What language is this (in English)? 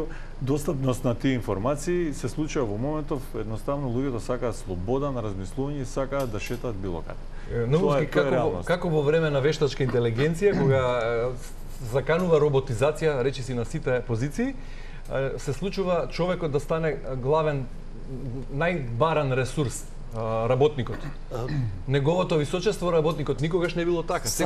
Macedonian